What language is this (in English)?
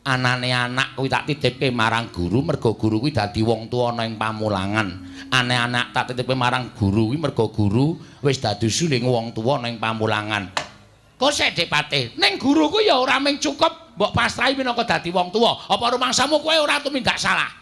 Javanese